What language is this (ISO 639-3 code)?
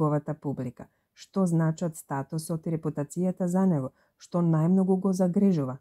mkd